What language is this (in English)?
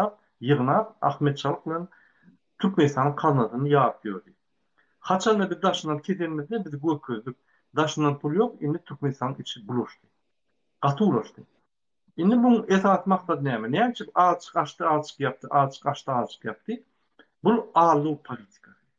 Turkmen